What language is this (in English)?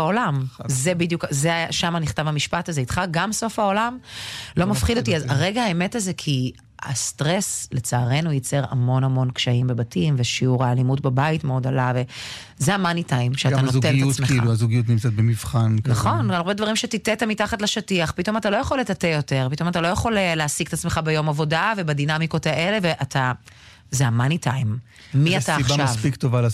Hebrew